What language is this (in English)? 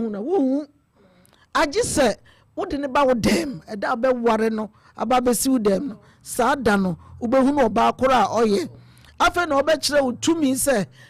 Akan